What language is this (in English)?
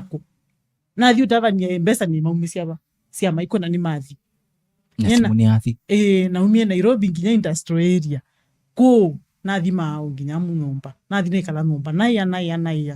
Kamba